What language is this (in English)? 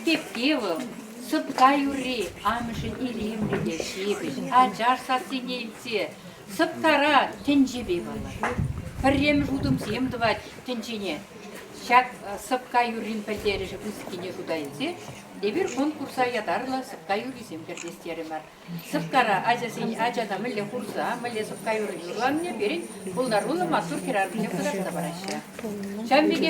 Chuvash